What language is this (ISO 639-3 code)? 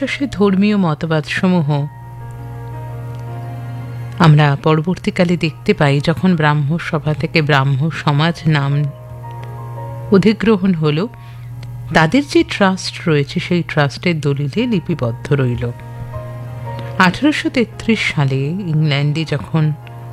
ben